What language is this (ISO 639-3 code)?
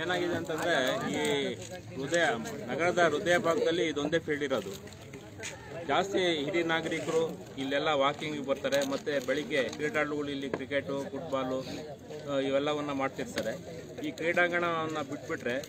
kan